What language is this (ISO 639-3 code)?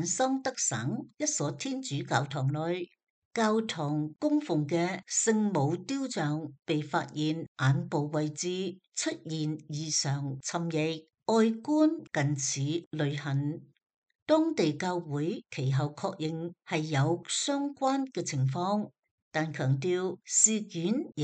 yue